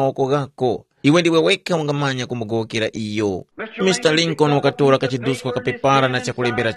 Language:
Tumbuka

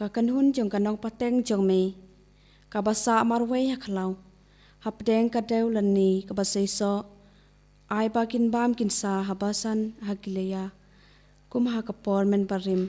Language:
Khasi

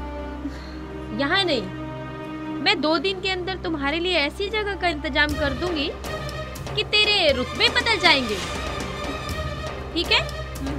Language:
Hindi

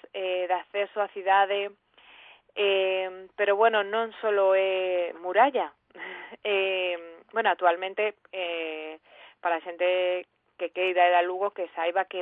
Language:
Galician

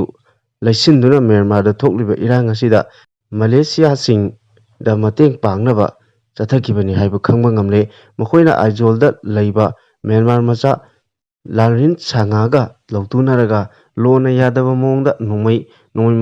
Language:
Manipuri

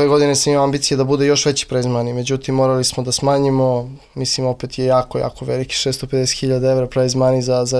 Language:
Serbian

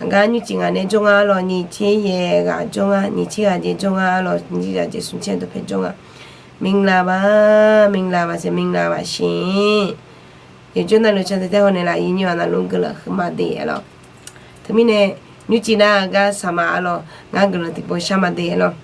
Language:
Akha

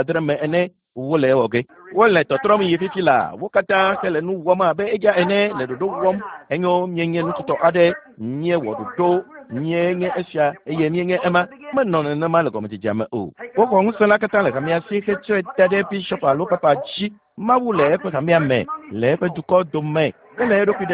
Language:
Ewe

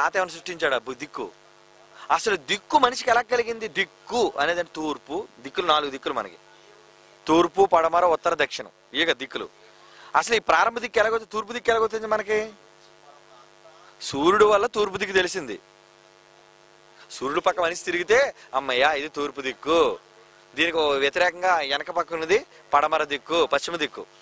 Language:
Telugu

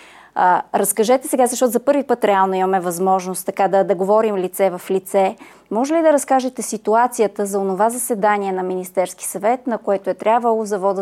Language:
Bulgarian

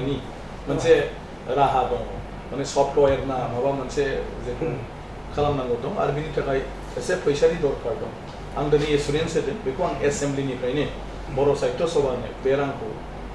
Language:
Bodo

